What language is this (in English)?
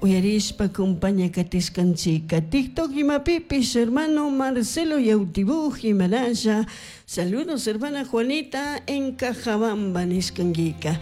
Chimborazo Highland Quichua